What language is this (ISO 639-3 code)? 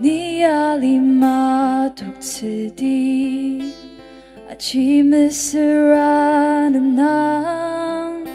njo